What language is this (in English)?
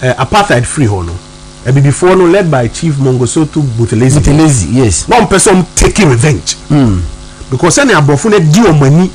Akan